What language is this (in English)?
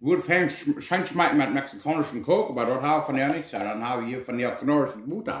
Plautdietsch